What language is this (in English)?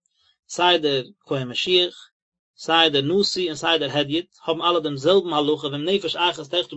Yiddish